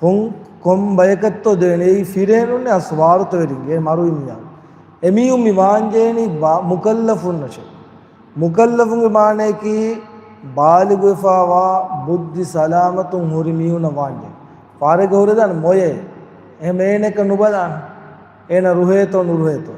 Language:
Divehi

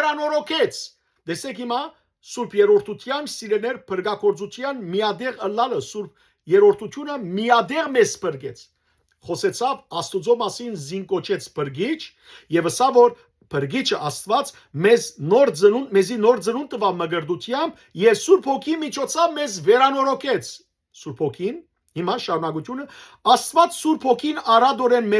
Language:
Western Armenian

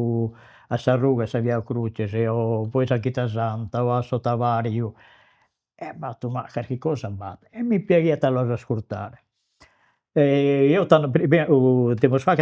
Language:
Sardinian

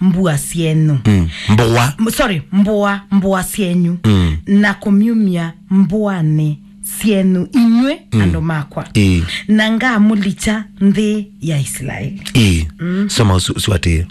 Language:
Kamba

